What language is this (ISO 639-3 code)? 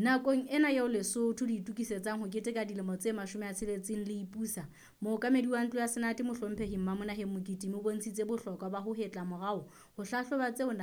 sot